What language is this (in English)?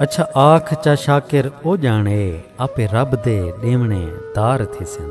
Saraiki